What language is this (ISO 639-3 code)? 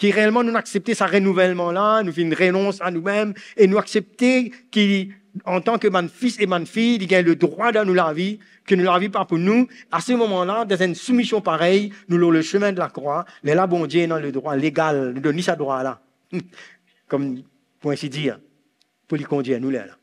mfe